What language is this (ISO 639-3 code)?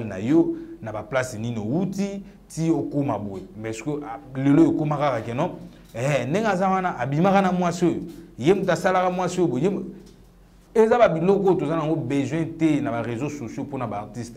lin